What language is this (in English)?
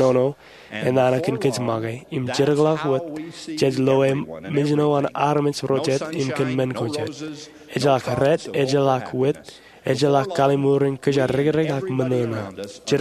Marshallese